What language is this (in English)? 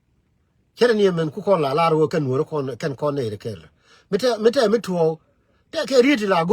Nuer